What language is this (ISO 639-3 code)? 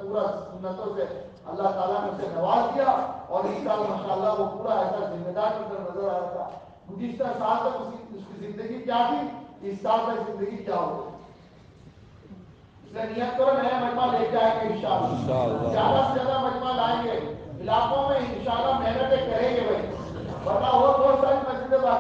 urd